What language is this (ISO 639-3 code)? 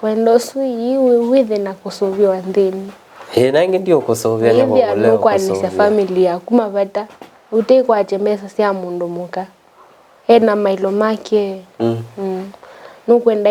kam